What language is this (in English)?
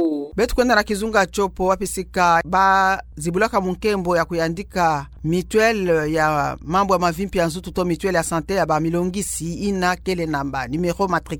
Kituba (Democratic Republic of Congo)